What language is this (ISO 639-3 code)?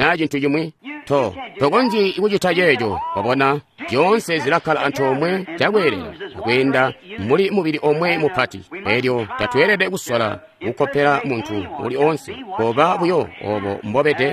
toi